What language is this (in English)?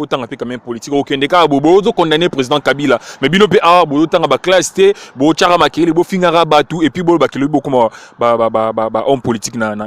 Lingala